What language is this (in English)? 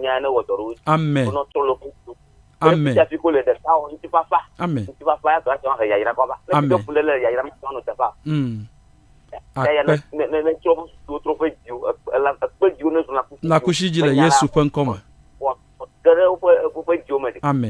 Ewe